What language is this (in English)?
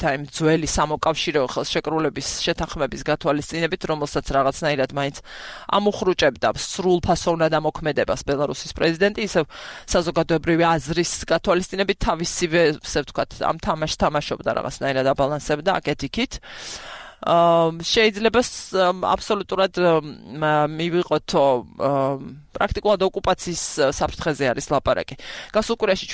Georgian